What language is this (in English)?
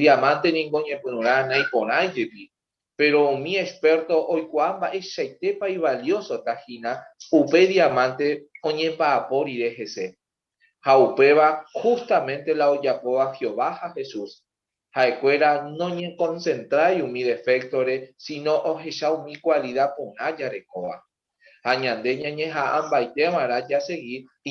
Guarani